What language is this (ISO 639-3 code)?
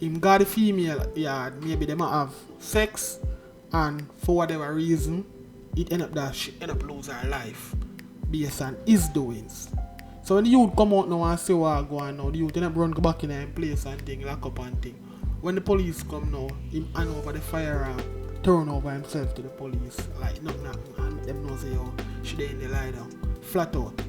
jam